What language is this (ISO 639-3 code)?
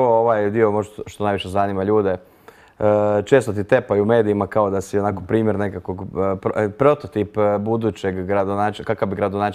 hrv